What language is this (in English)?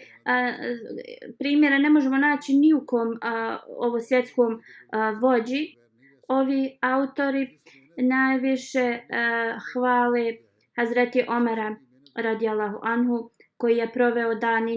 Bosnian